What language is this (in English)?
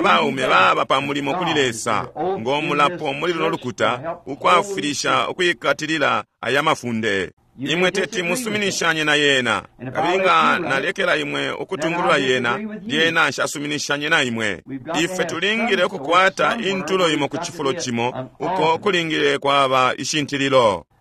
Bemba